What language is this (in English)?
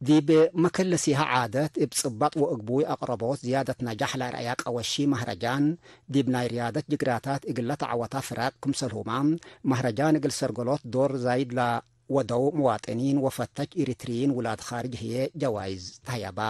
Tigre